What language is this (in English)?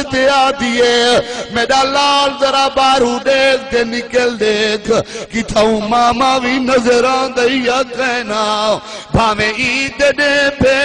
Saraiki